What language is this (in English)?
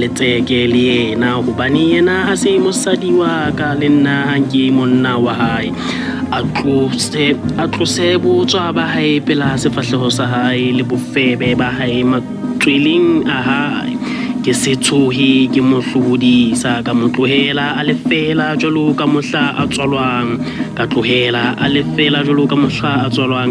Southern Sotho